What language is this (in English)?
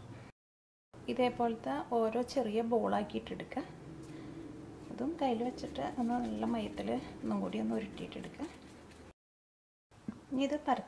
Malayalam